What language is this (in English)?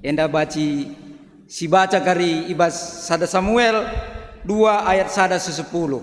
Batak Karo